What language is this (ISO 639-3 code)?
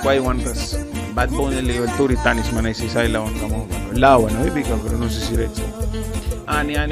miq